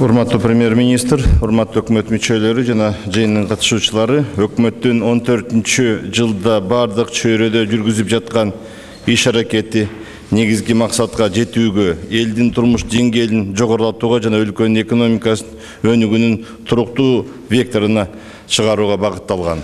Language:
Kyrgyz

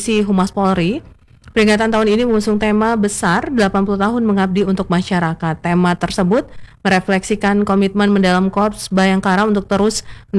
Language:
Indonesian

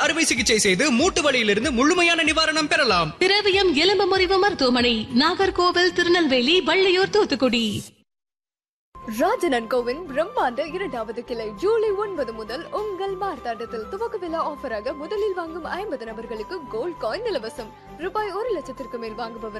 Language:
Tamil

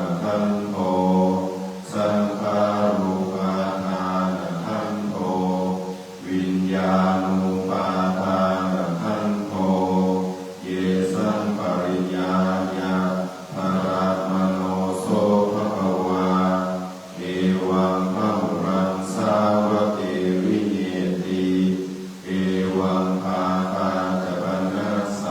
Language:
Pali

